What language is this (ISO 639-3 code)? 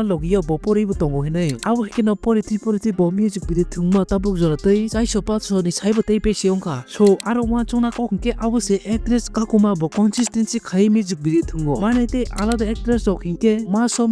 trp